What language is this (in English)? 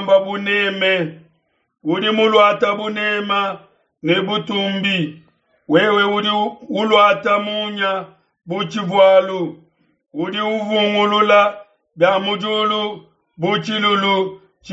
Luba-Lulua